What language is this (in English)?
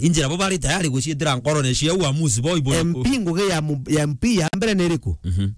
Meru